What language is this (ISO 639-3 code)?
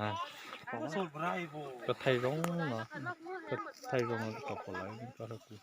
lao